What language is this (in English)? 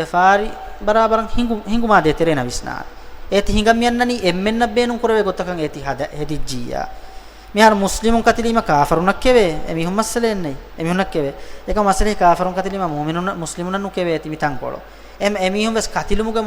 Divehi